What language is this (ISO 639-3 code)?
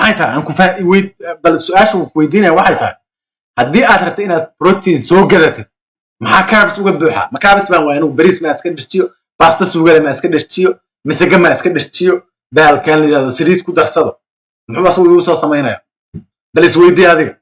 som